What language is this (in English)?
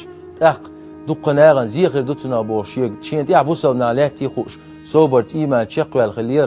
Chechen